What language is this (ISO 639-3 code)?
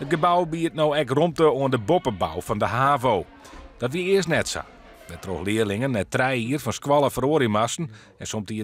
fry